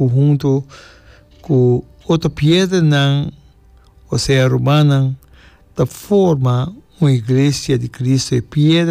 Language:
Papiamento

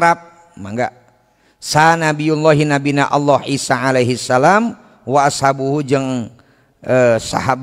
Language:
Sundanese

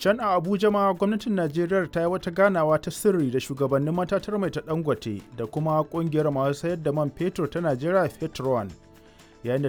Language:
Hausa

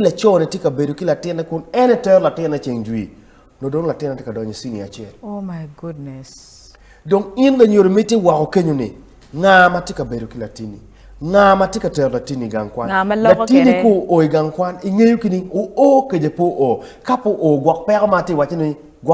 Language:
Acoli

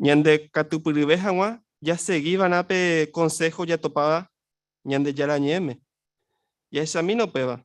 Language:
Guarani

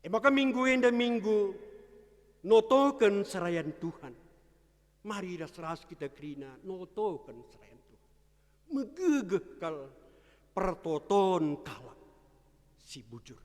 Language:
Batak Karo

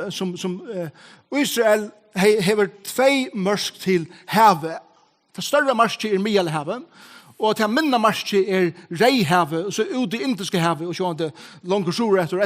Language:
Faroese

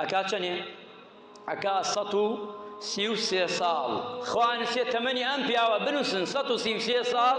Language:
Central Kurdish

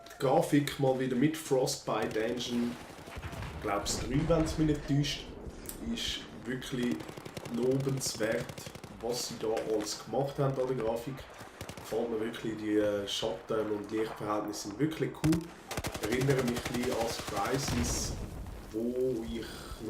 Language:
Swiss German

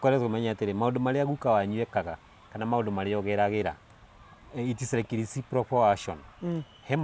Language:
Kikuyu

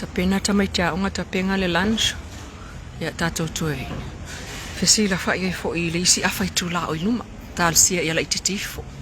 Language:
Samoan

